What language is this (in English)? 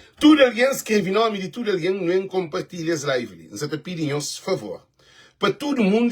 Kabuverdianu